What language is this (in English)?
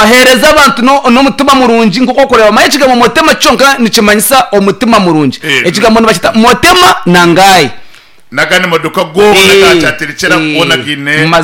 Nyankole